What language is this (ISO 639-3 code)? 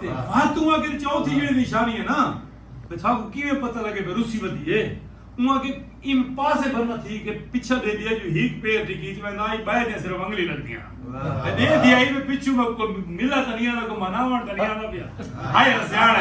skr